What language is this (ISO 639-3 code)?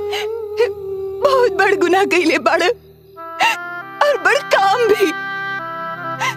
bho